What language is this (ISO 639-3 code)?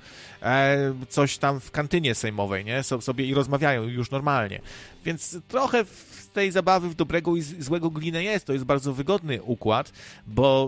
pol